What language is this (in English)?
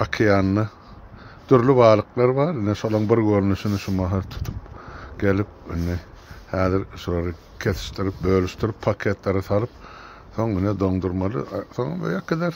Turkmen